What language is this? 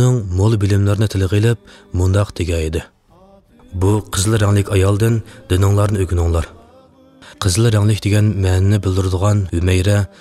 Uyghur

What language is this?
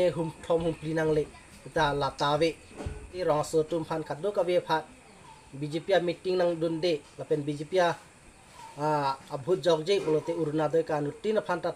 Karbi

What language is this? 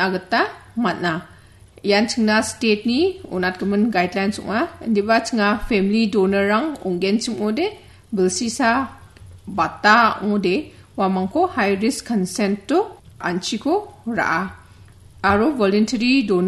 Garo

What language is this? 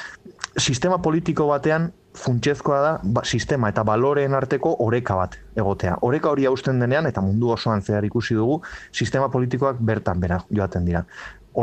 Basque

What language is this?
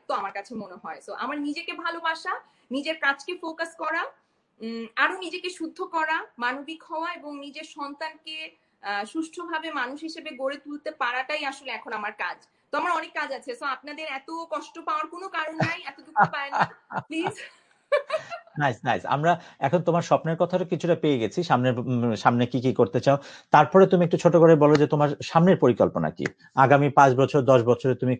Bangla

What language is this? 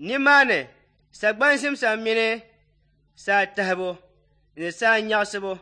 Dagbani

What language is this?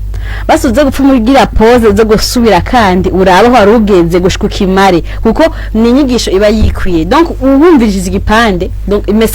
Rundi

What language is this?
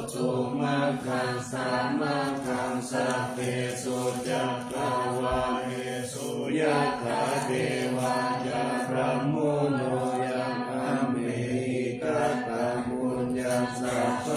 Pali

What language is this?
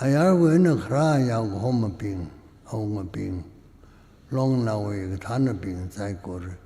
Tangkhul Naga (India)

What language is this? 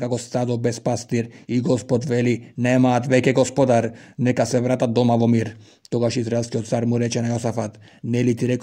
Macedonian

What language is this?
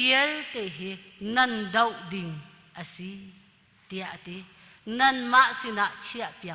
Hakha Chin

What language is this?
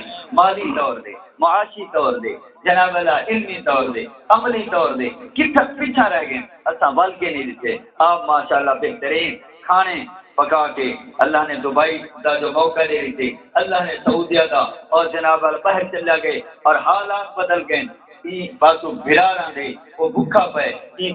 Saraiki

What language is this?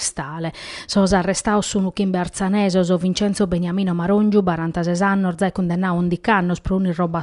Sardinian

